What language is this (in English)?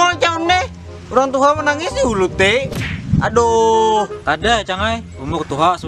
Banjar